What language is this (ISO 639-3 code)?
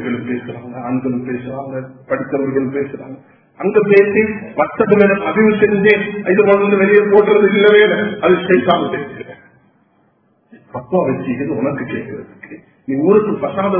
tam